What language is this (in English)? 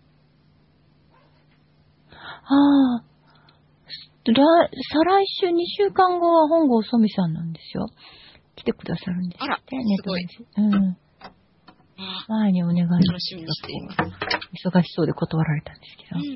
Japanese